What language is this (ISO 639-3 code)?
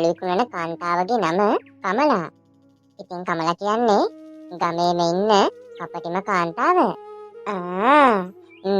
sin